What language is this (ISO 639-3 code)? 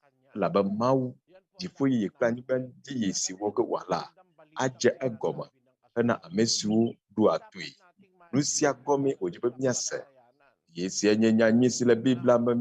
ewe